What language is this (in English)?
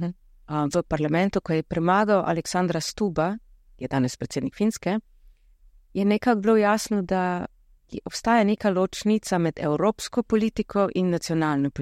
Slovenian